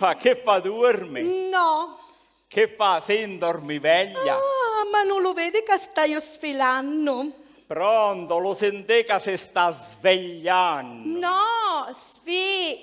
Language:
Sicilian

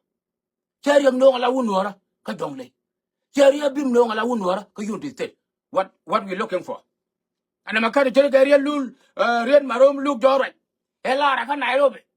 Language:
Nuer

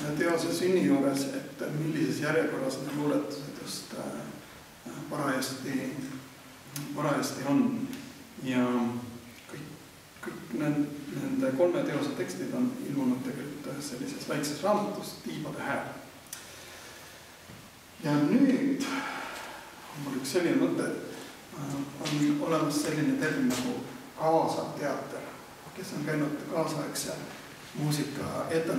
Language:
Estonian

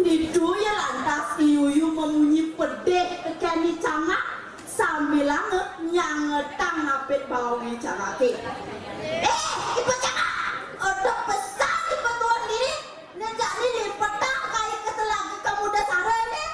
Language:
Balinese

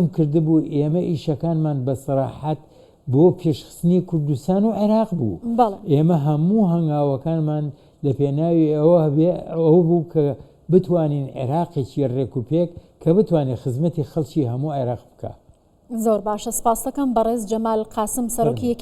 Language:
Central Kurdish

